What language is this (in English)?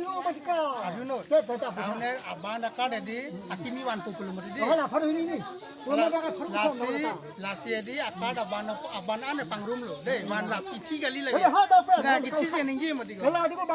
Karbi